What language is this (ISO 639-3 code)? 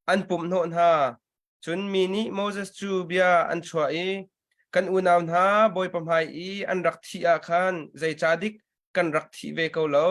cnh